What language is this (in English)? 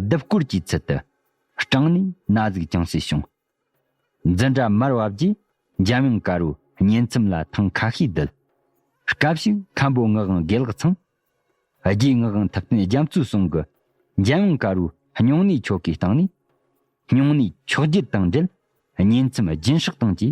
Tibetan